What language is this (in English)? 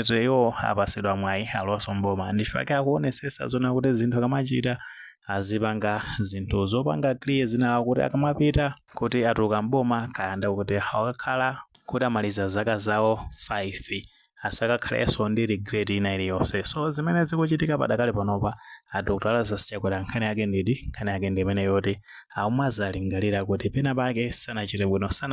Nyanja